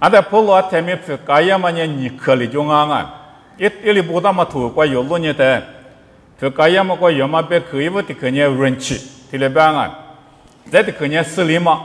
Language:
Lisu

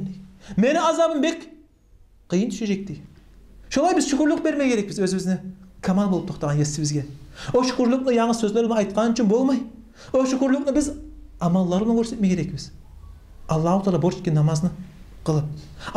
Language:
Kumyk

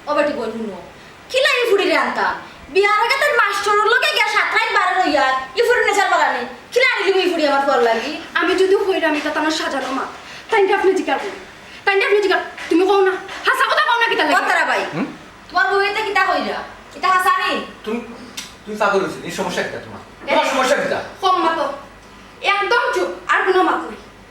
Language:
Sylheti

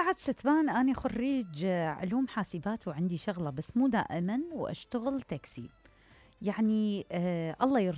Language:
Mesopotamian Arabic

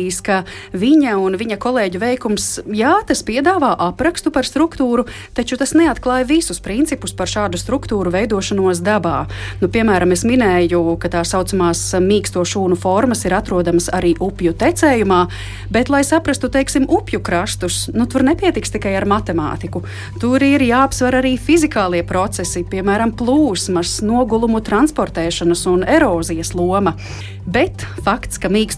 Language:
Latvian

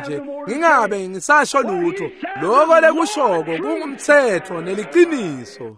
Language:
Swati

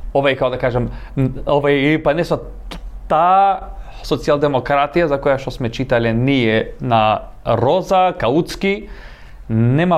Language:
Macedonian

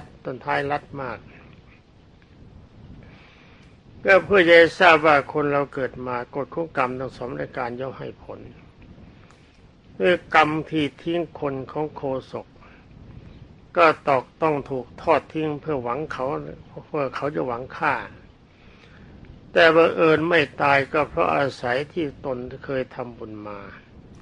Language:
Thai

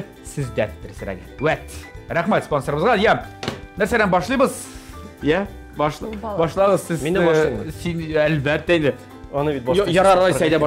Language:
Tatar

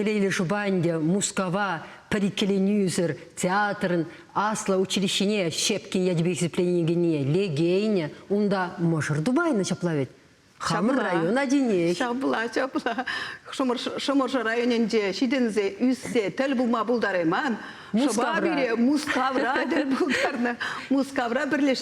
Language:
Chuvash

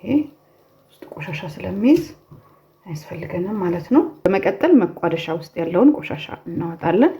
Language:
Amharic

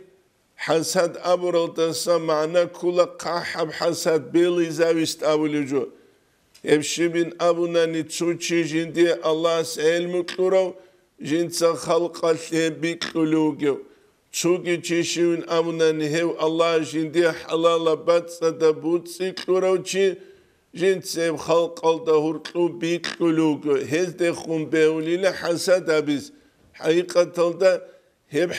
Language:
Avaric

